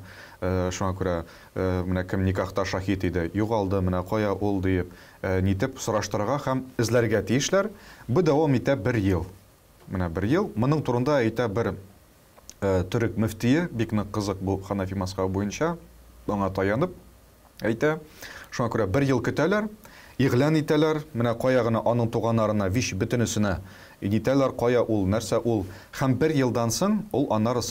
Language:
Tatar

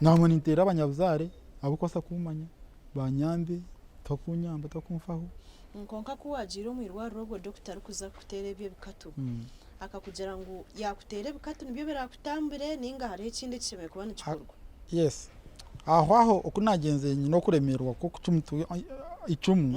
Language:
Nyankole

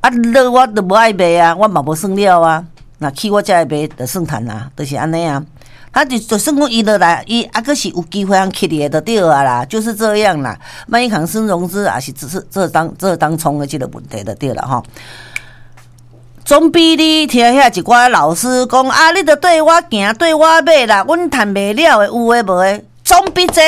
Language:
Min Nan Chinese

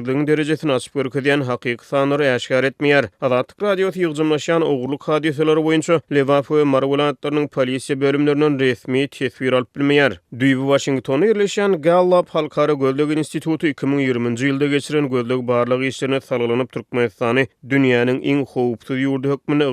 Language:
Turkmen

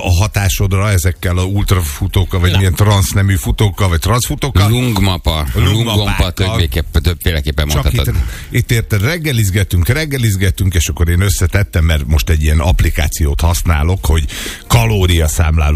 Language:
Hungarian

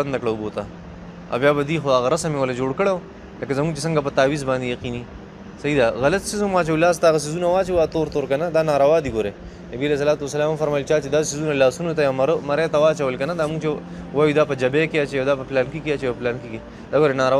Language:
Pashto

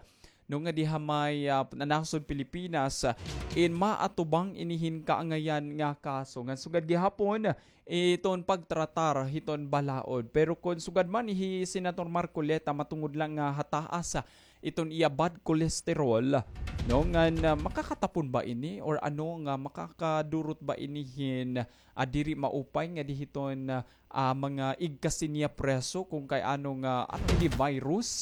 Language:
Waray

